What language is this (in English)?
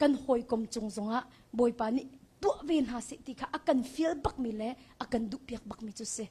Hakha Chin